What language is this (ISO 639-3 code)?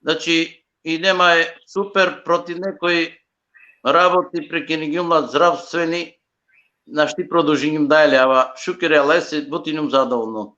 rmn